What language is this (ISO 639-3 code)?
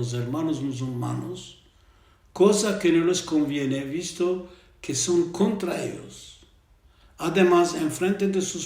lad